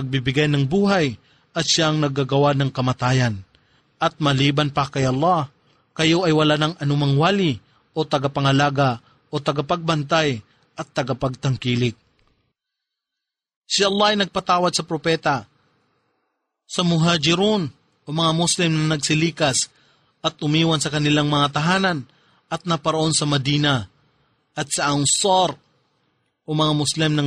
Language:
Filipino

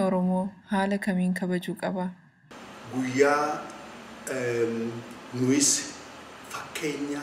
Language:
Oromo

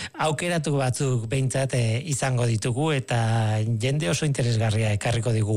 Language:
Basque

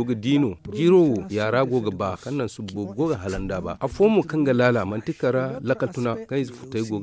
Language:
Zarma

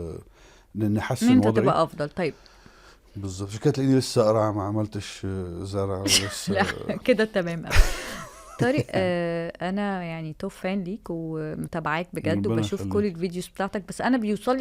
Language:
Egyptian Arabic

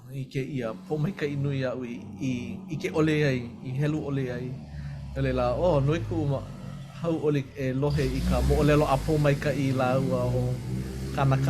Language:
Hawaiian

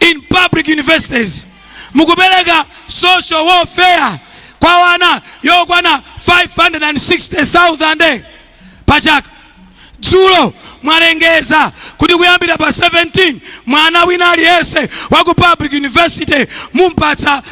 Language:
Nyanja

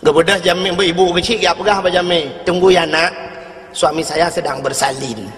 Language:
Achinese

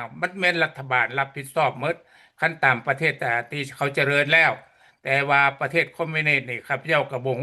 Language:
Lao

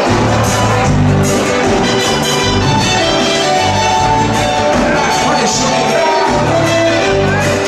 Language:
Portuguese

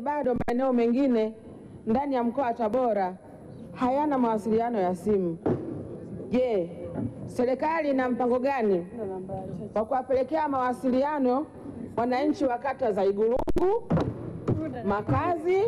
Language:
Swahili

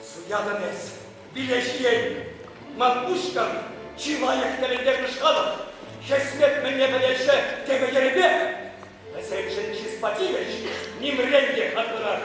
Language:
Chuvash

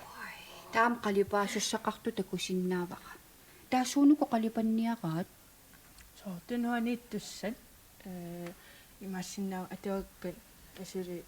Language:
Kalaallisut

